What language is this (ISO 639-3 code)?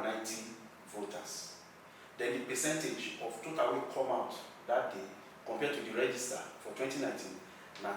pcm